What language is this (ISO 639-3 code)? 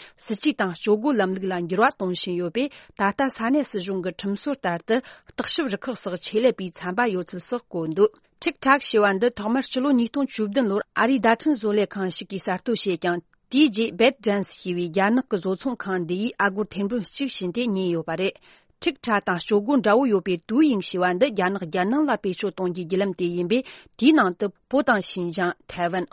bod